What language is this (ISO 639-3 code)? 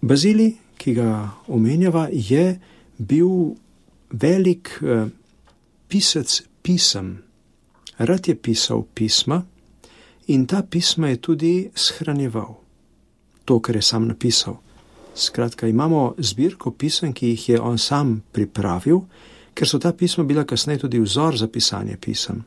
slv